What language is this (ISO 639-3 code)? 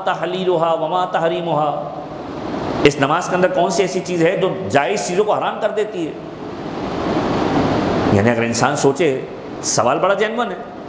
urd